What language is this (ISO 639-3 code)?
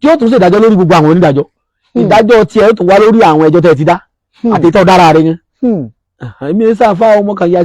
yor